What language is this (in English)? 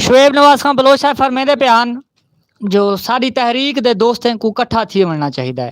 Saraiki